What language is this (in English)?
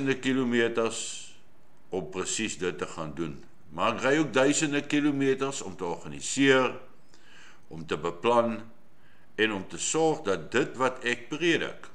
Afrikaans